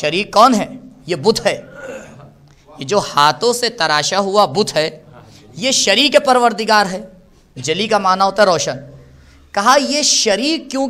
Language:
Urdu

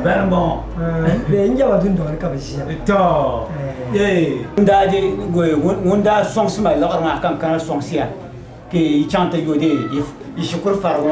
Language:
Dagbani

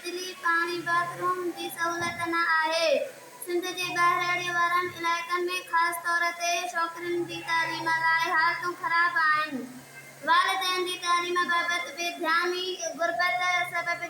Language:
Sindhi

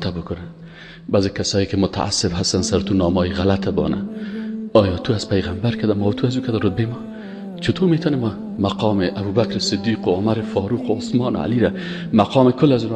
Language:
Tajik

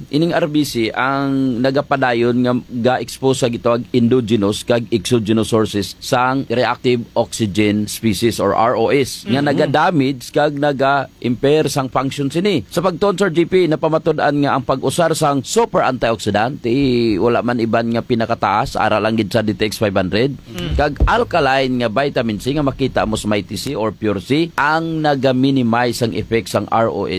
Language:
Hiligaynon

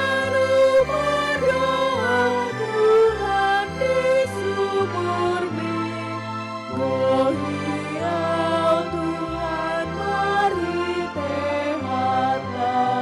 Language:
Batak Toba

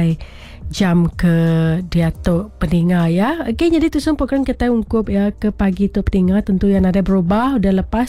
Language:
Iban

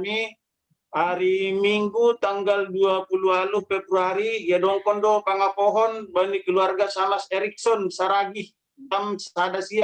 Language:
Batak Simalungun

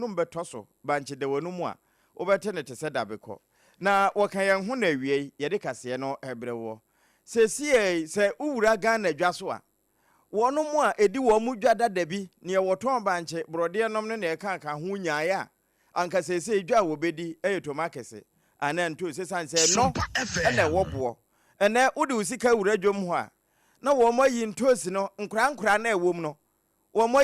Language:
Akan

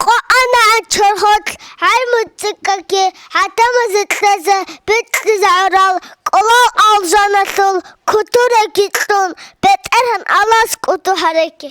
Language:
Avaric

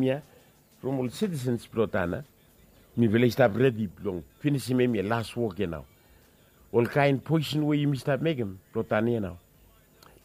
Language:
Bislama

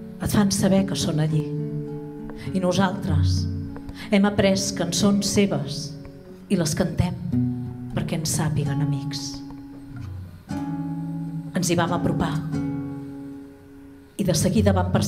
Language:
Catalan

